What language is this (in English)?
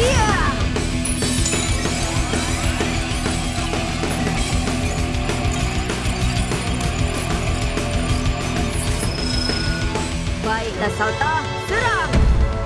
Malay